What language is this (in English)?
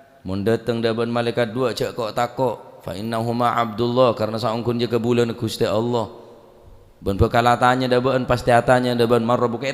Madurese